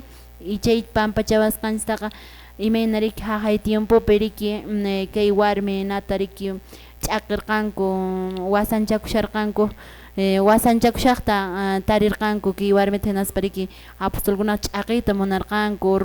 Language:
Quechua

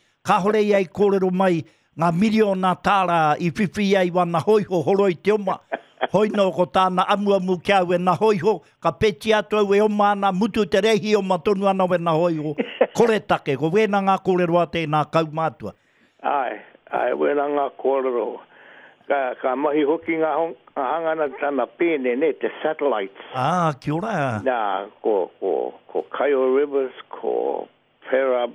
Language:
Māori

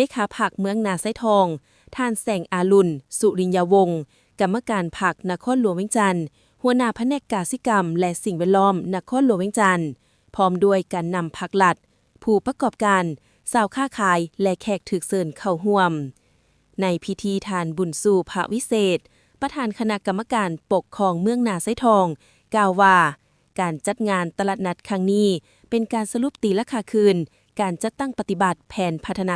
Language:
Lao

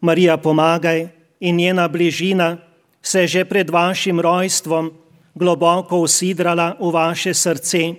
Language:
Slovenian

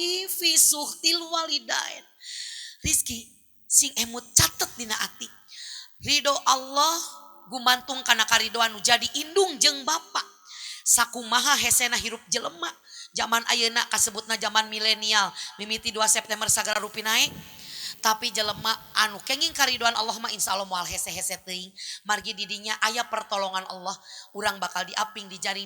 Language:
Sundanese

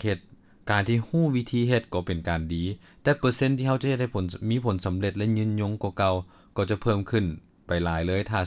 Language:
Lao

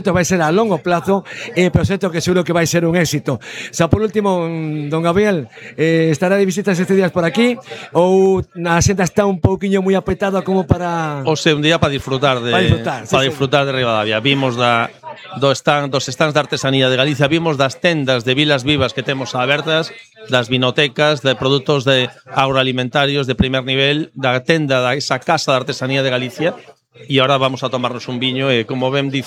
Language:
Galician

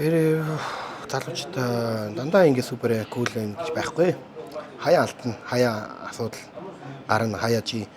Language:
Mongolian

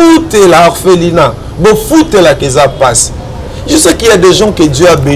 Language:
Lingala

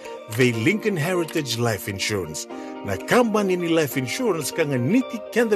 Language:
Fijian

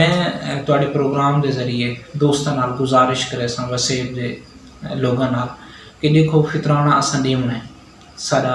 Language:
Saraiki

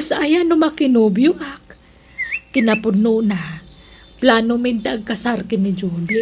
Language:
Iloko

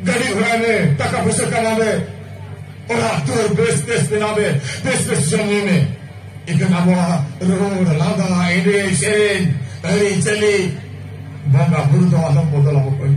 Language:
Santali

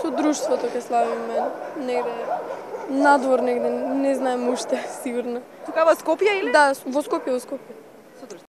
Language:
Macedonian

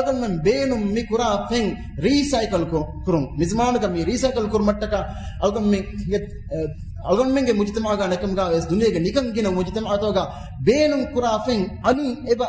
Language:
Divehi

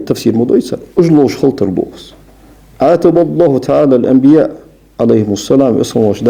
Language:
Ingush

